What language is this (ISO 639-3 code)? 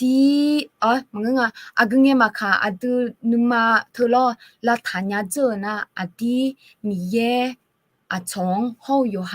ahk